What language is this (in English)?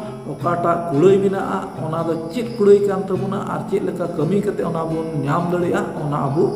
Santali